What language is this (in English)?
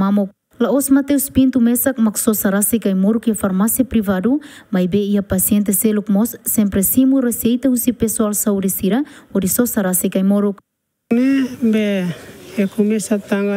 Tetum